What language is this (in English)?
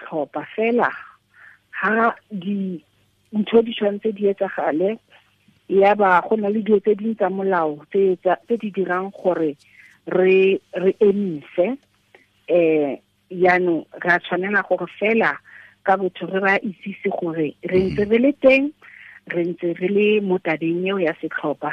Tswana